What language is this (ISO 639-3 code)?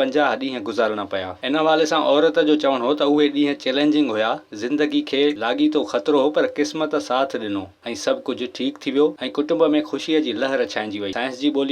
snd